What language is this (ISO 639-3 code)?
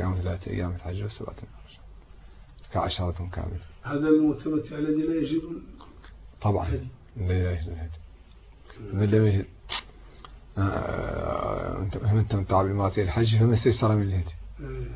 ara